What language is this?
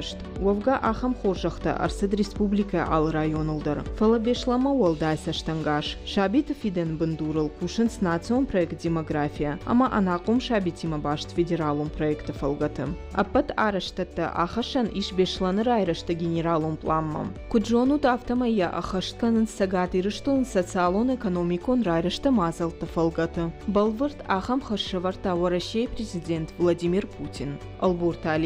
Ossetic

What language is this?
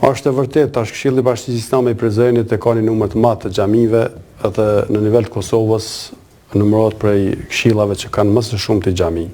Albanian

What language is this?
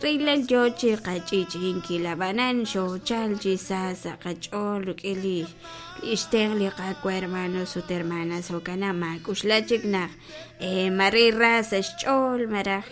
Kekchí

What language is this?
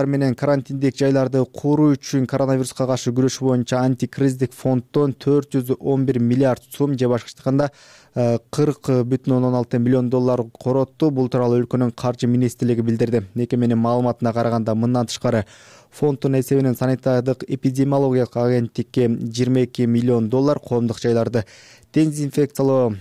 Kyrgyz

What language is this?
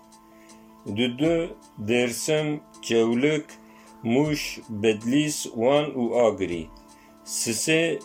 Kurdish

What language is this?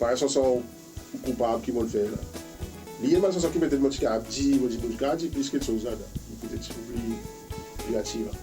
Seselwa Creole French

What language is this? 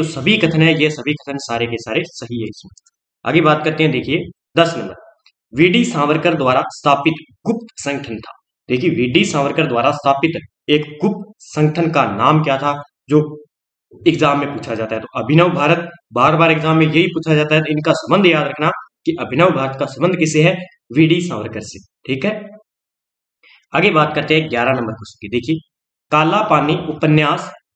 Hindi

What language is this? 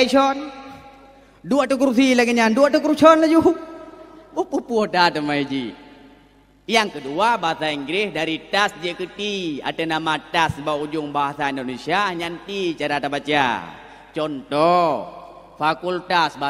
Achinese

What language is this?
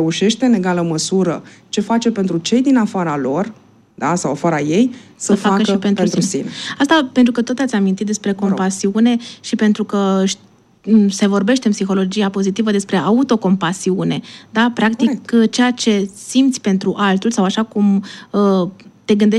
Romanian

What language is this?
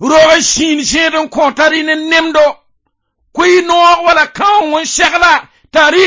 Mossi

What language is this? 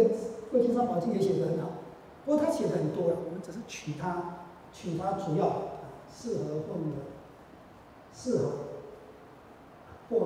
Chinese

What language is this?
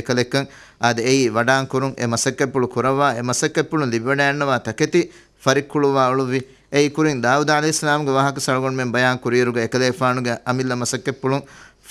Divehi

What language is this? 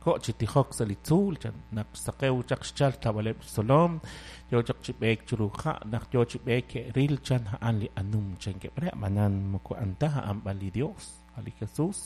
Kekchí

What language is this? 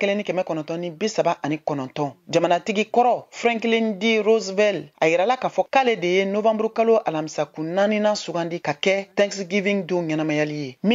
Bambara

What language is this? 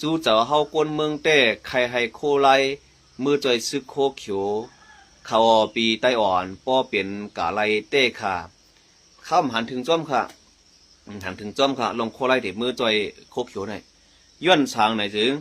Shan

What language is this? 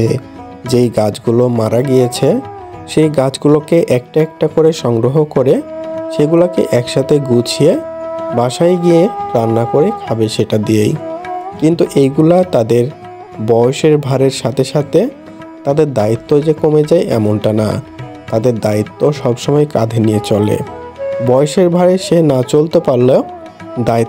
Bangla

